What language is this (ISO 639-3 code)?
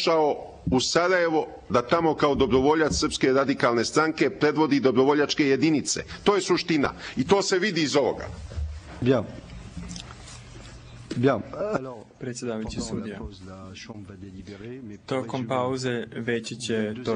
srp